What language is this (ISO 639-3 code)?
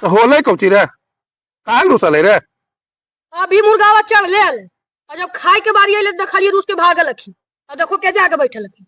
mag